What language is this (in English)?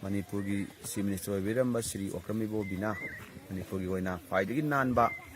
Manipuri